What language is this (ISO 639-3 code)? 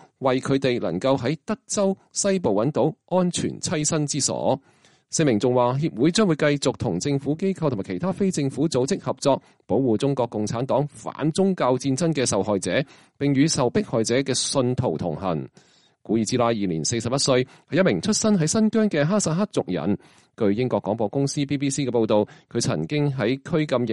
yue